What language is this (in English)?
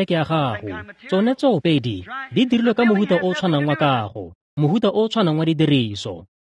Tswana